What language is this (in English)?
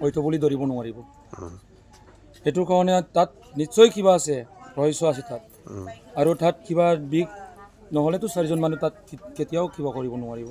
Assamese